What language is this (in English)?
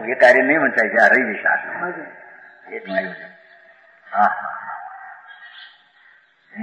Gujarati